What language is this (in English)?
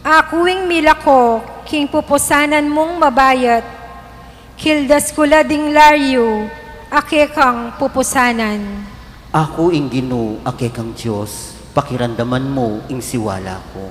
Pampanga